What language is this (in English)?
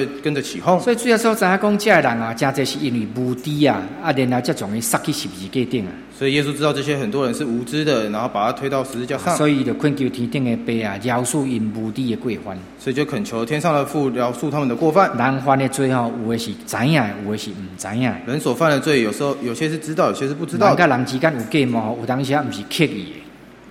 Min Nan Chinese